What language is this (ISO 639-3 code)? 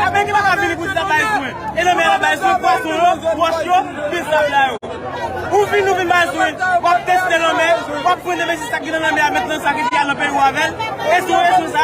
hat